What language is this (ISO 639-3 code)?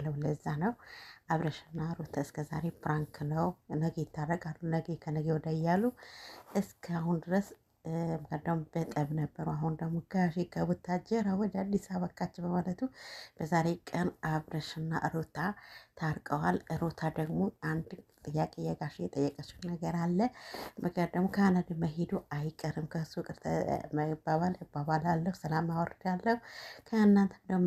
amh